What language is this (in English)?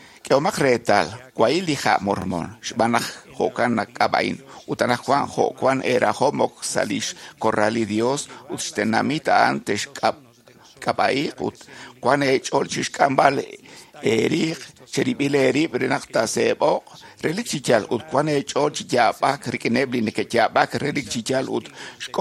Kekchí